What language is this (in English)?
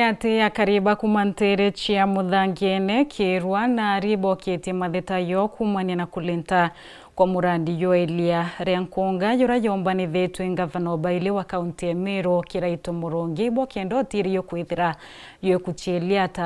Meru